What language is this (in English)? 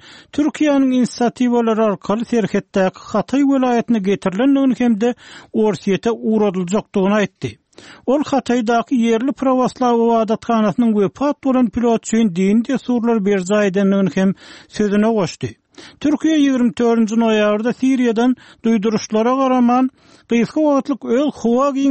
Turkmen